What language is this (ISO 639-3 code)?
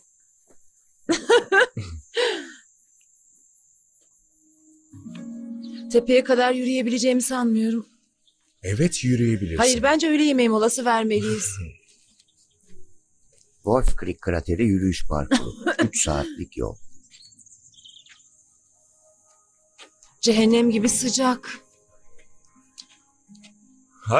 tur